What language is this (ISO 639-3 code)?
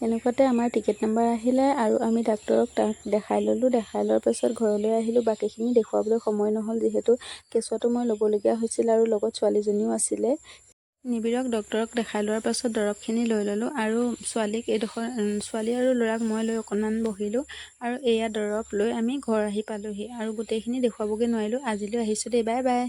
asm